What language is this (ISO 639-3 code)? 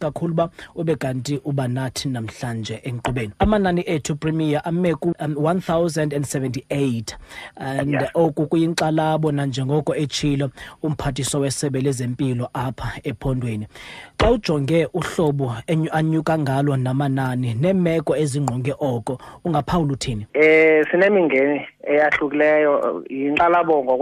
xho